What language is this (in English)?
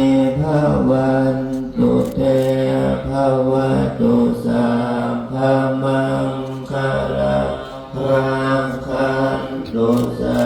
Pali